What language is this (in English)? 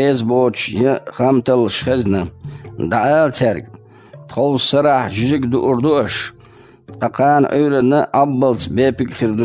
Chechen